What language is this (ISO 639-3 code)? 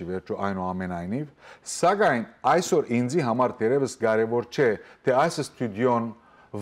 hyw